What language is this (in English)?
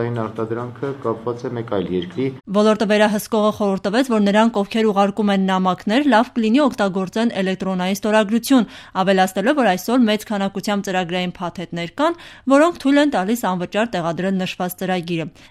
Armenian